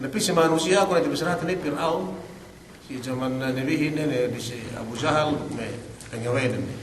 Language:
Yakan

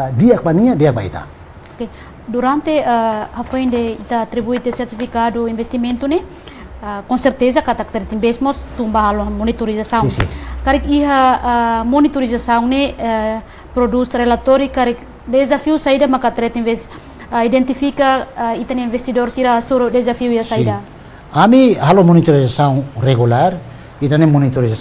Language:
Tetum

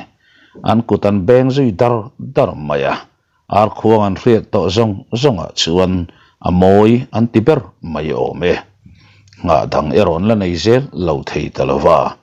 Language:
Mizo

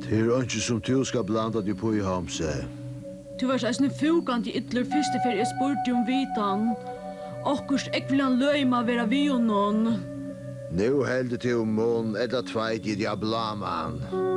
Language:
Faroese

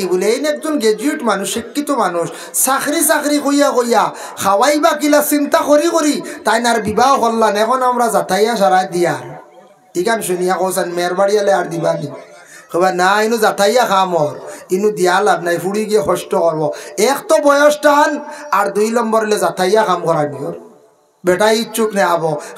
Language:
Sylheti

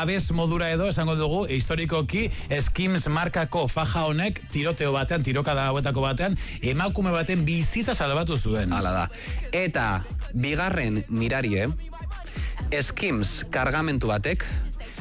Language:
Basque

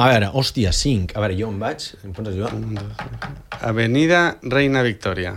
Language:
Catalan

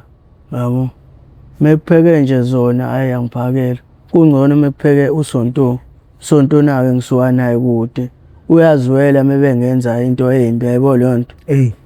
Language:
Zulu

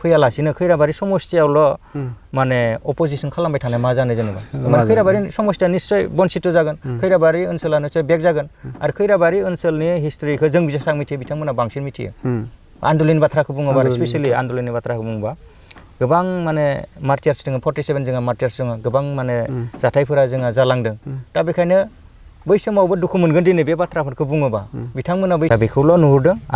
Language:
Bodo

